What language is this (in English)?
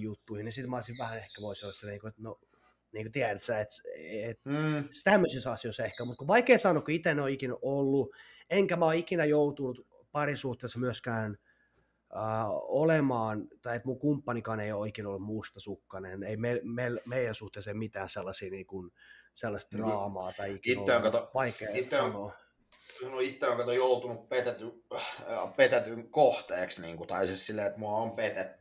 Finnish